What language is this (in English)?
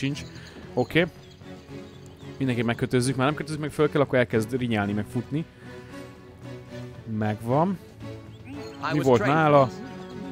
Hungarian